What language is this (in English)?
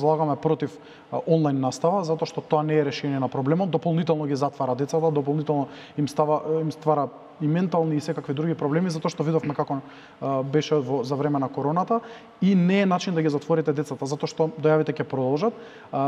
Macedonian